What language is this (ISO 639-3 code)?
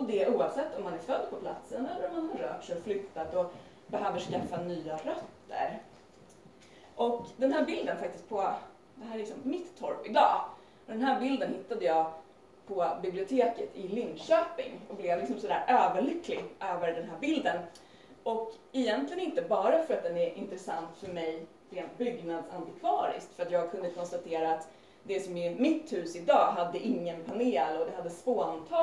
swe